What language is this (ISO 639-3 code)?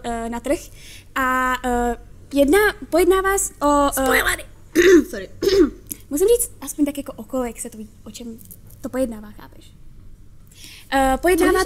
ces